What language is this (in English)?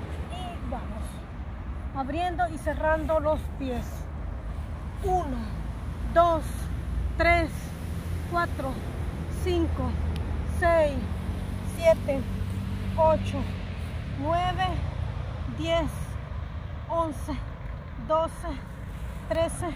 Spanish